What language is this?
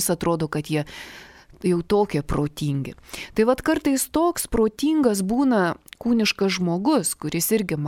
Lithuanian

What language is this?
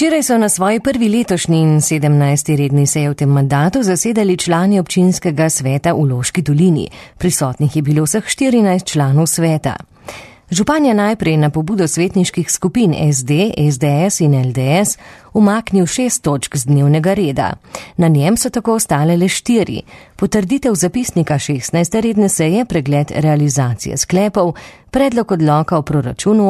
Slovenian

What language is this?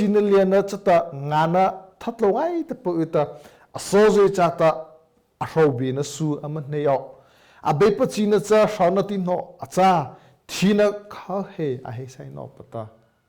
Mara Chin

